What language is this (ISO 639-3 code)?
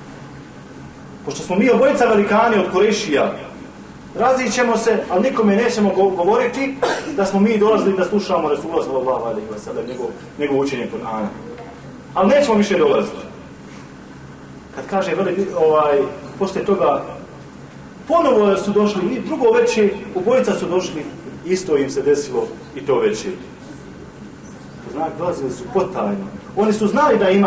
bos